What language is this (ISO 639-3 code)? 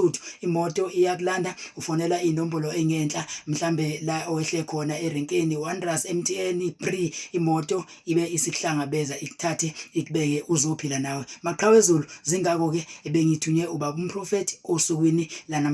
zul